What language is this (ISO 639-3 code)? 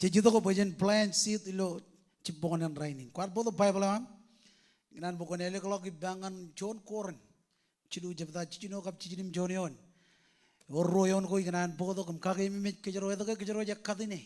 mah